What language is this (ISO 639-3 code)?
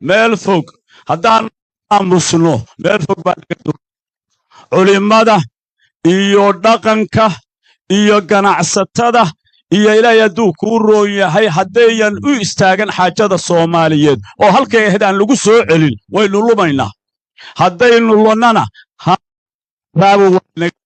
som